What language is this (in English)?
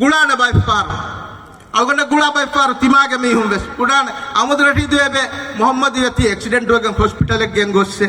Divehi